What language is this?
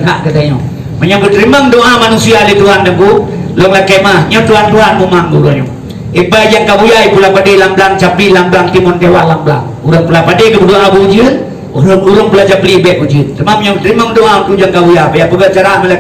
Achinese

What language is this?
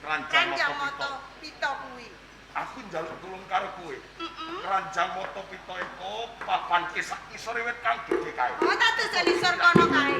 Javanese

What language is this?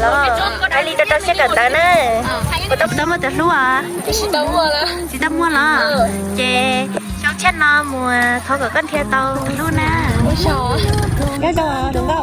Hmong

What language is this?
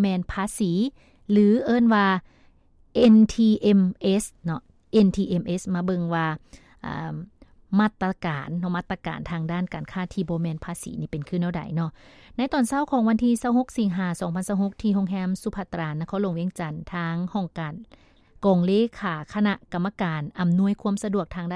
Lao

